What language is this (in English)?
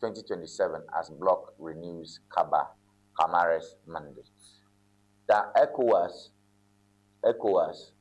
Ewe